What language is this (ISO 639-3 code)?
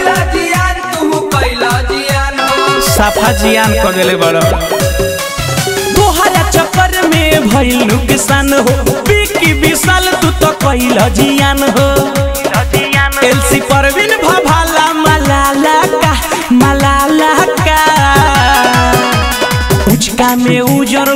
bho